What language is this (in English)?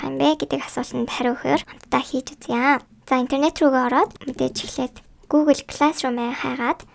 Mongolian